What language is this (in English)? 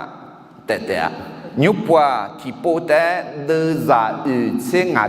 Akha